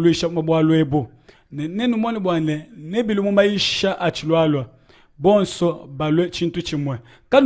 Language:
Luba-Lulua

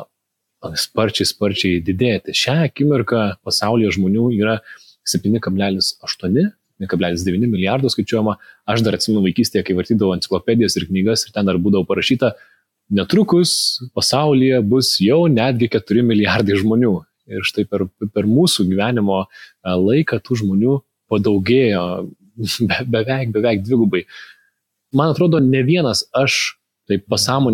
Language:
Lithuanian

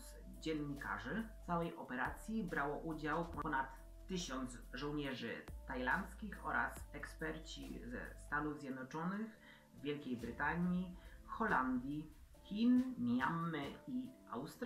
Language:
Polish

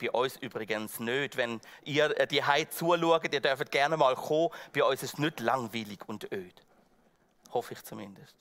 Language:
Swiss German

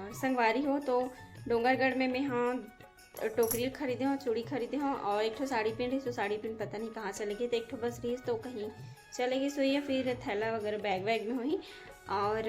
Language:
Chhattisgarhi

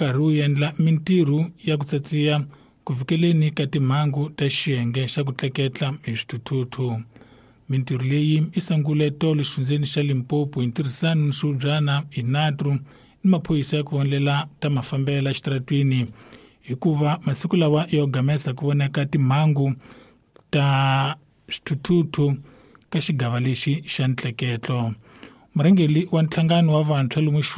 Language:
Tsonga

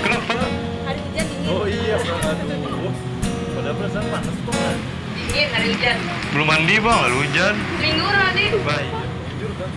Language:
Banjar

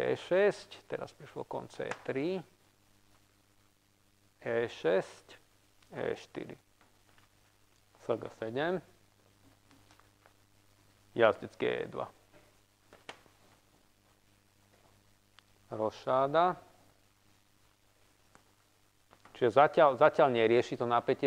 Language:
Slovak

